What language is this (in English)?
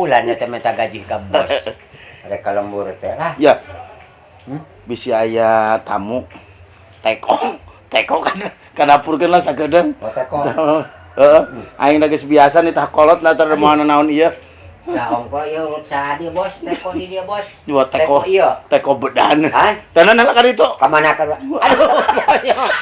Sundanese